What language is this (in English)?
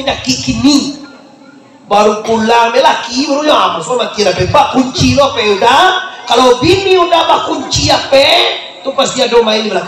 Minangkabau